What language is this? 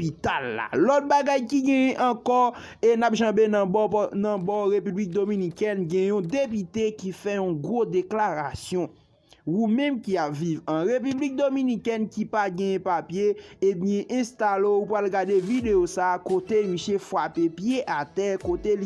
Haitian Creole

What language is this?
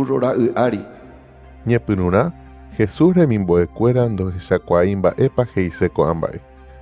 Guarani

